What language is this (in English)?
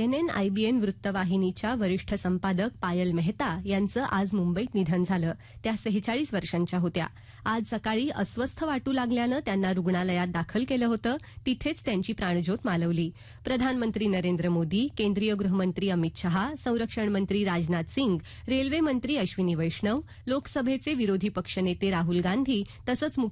Marathi